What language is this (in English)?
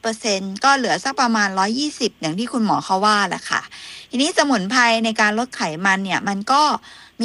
Thai